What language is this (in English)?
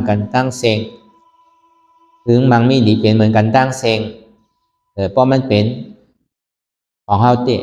Shan